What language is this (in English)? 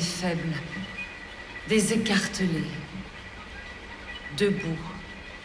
French